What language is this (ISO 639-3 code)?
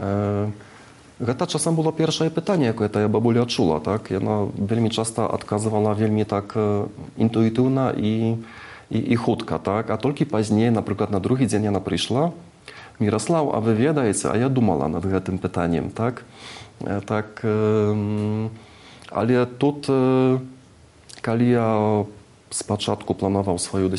bel